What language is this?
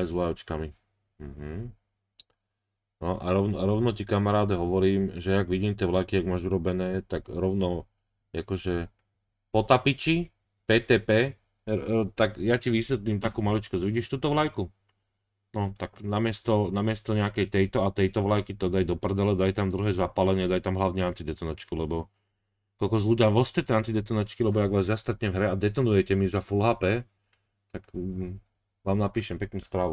Slovak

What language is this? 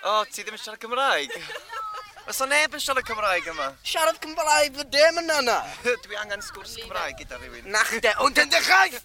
Welsh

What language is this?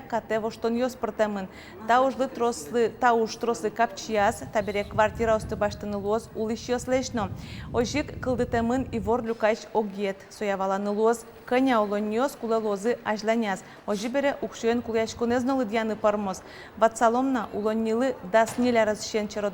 Udmurt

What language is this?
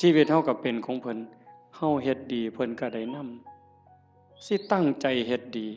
Northeastern Thai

